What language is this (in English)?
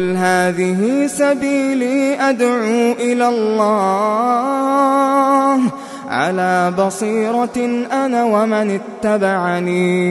Bangla